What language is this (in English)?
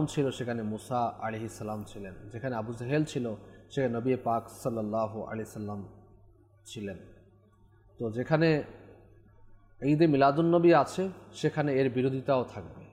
Bangla